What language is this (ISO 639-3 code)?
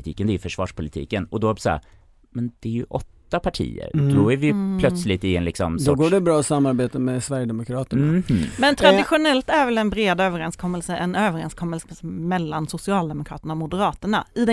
swe